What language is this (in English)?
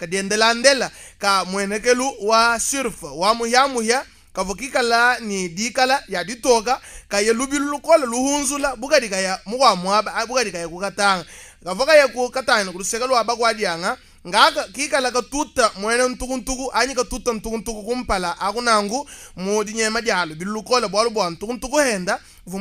Luba-Lulua